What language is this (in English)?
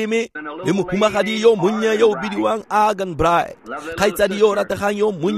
Tswana